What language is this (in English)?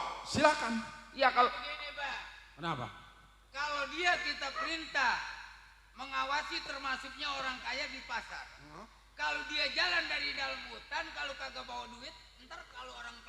Betawi